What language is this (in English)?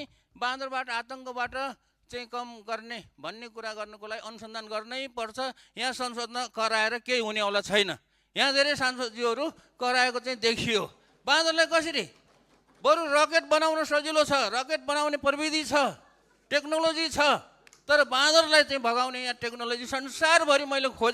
Nepali